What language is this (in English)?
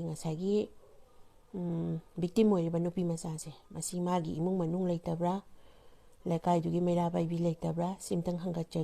Manipuri